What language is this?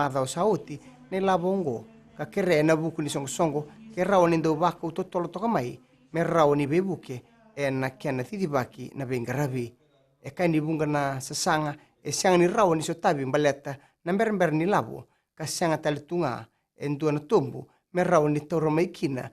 Fijian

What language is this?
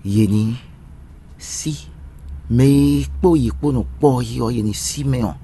Fon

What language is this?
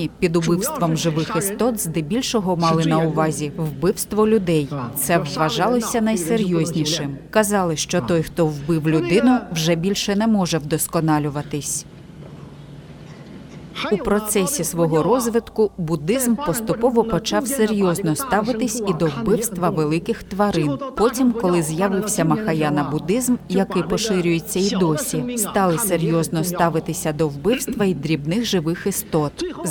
Ukrainian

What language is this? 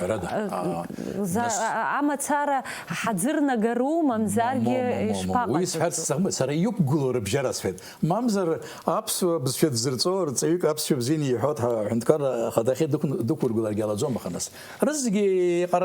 Abkhazian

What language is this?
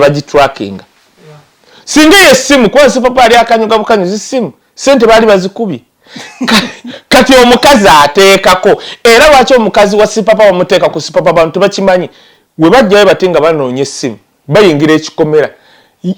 Ganda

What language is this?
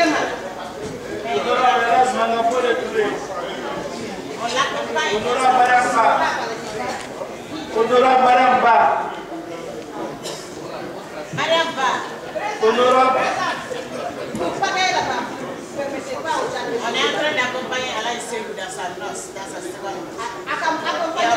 French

